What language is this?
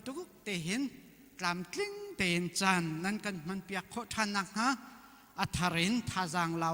Hakha Chin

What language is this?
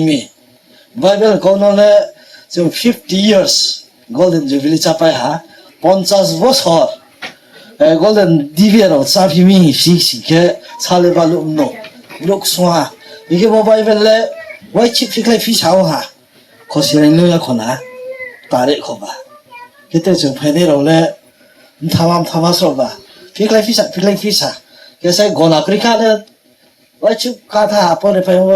Riang (India)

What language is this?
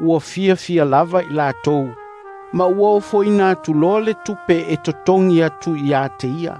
Samoan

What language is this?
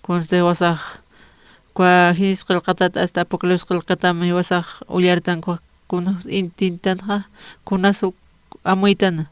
Aymara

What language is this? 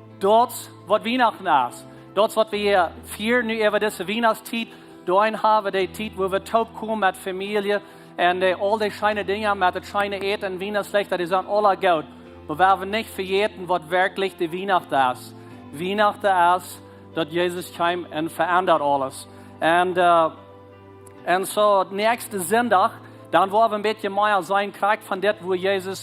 Plautdietsch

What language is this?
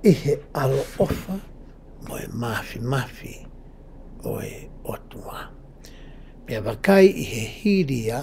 Tongan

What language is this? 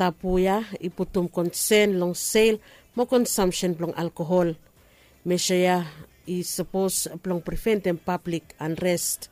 Bislama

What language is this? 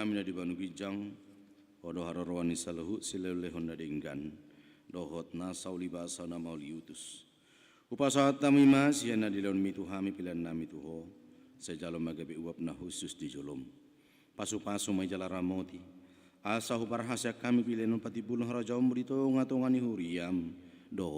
Batak Toba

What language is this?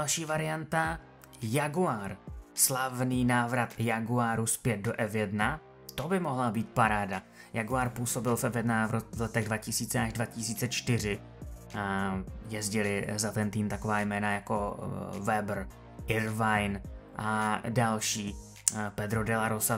Czech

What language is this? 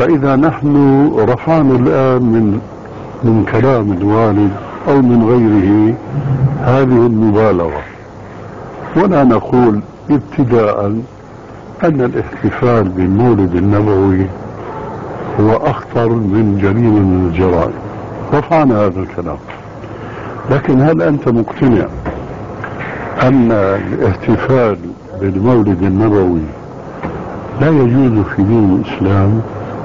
Arabic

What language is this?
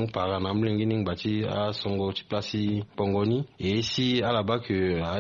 Sango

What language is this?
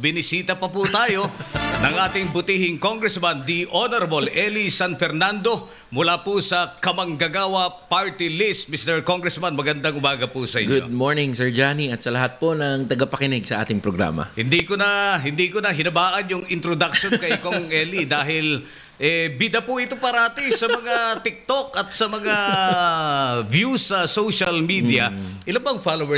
Filipino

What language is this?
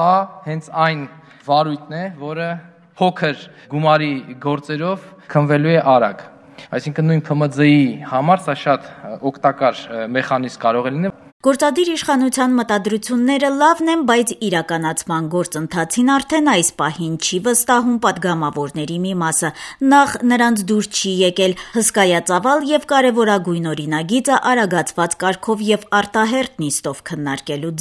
Armenian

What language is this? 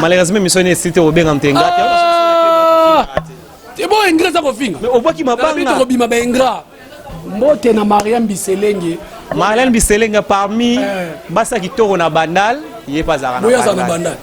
Lingala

